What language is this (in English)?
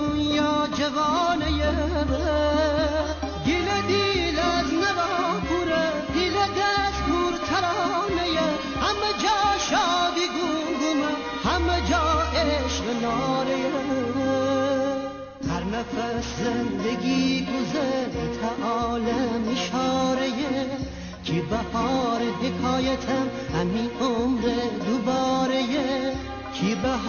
Persian